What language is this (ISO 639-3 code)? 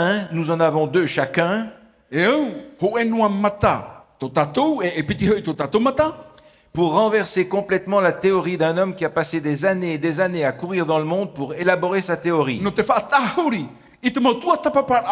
tah